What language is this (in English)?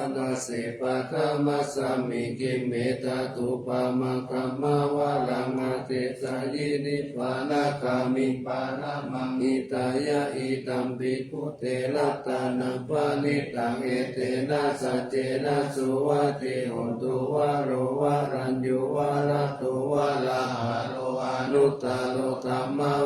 Pali